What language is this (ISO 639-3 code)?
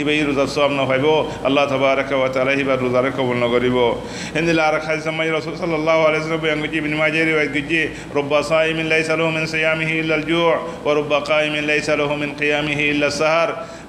rhg